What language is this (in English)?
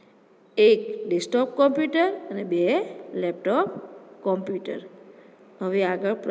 Gujarati